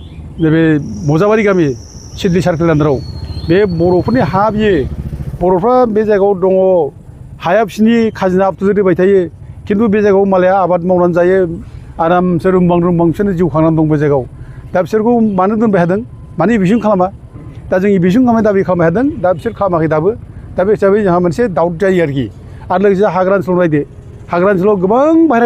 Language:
Bodo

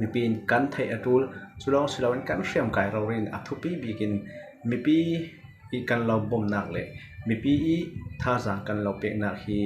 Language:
Falam Chin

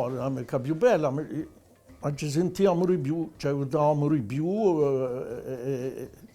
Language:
Corsican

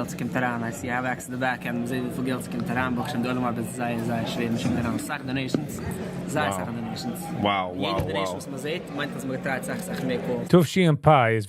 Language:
Yiddish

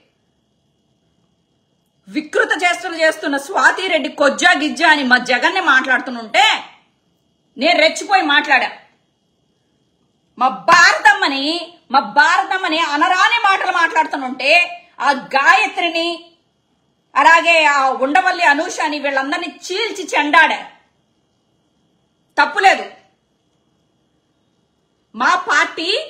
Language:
Telugu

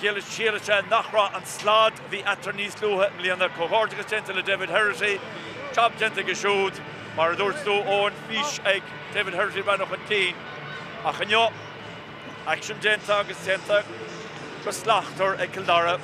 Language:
Irish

